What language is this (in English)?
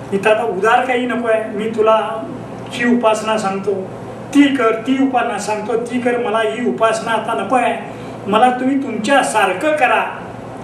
Marathi